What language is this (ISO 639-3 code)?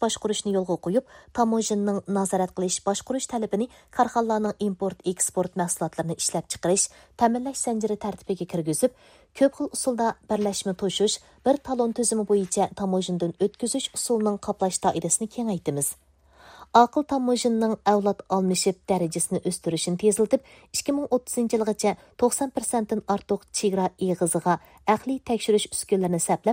uig